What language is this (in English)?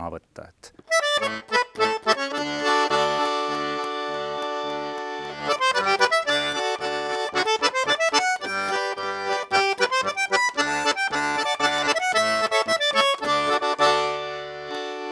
Estonian